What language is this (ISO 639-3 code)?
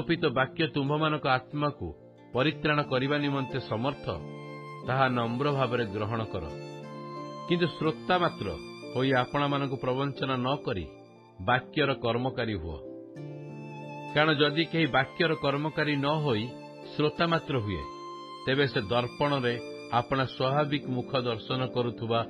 ori